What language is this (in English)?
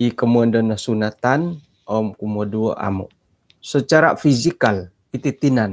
Central Dusun